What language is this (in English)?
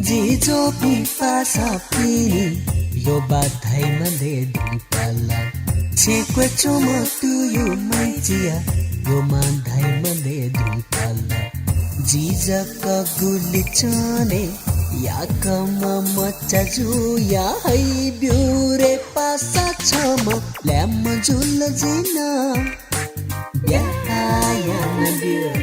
Newari